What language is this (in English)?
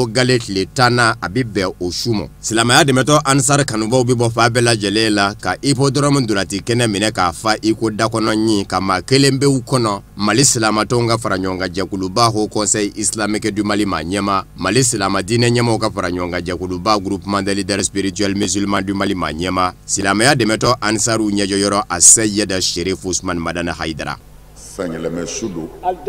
Bambara